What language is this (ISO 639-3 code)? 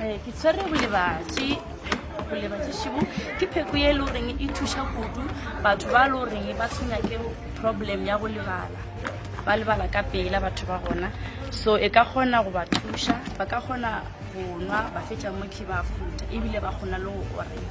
nso